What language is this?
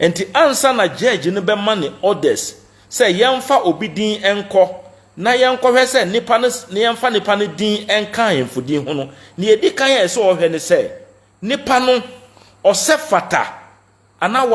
Akan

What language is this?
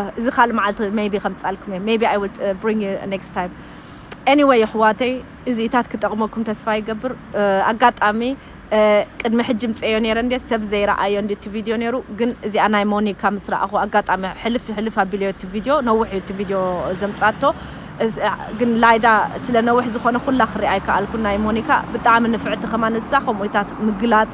Tigrinya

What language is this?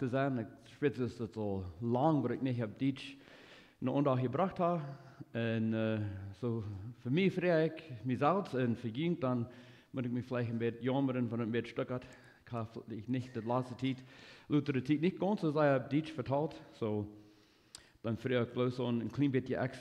Plautdietsch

